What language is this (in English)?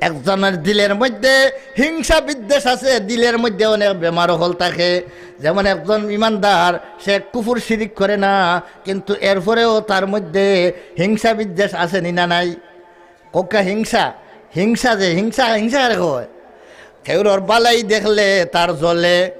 Sylheti